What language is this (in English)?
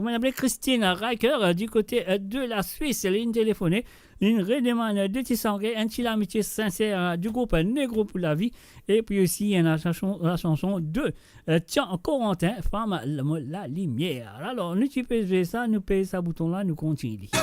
Morisyen